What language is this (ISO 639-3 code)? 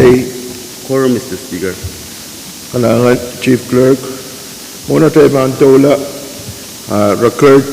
pon